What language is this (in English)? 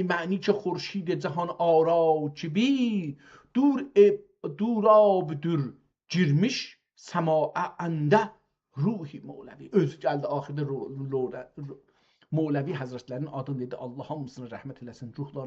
South Azerbaijani